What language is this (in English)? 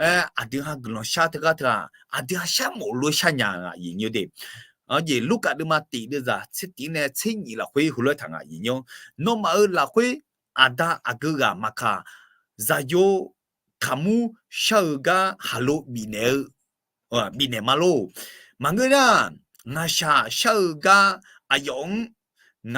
Akha